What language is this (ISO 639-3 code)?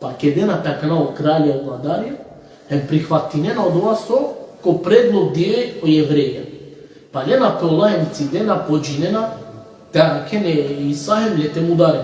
rmn